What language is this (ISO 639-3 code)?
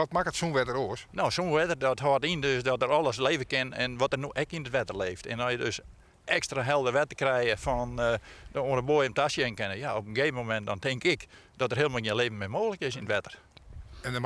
fry